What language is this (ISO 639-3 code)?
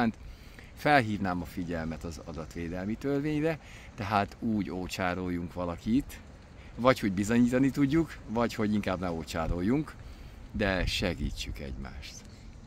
hun